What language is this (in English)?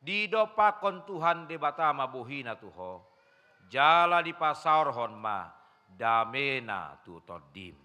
Batak Toba